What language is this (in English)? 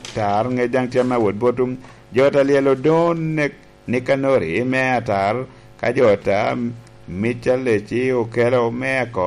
Lango (Uganda)